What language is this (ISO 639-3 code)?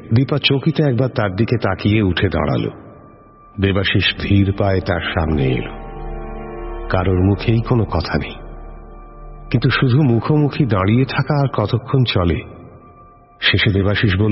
ben